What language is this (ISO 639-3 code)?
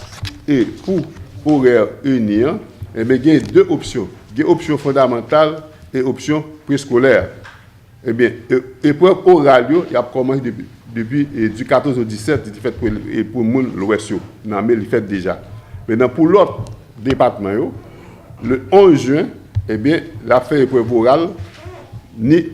hat